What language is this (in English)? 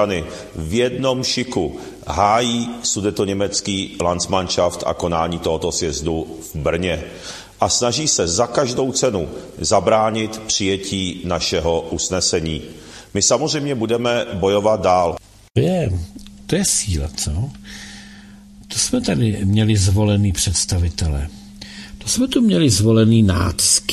Czech